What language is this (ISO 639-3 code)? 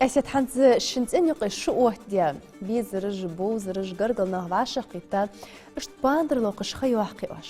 inh